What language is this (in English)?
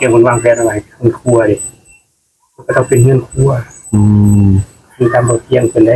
Northeastern Thai